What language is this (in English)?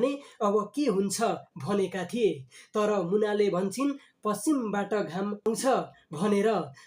Nepali